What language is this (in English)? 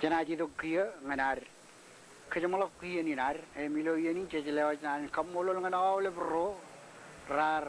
Marshallese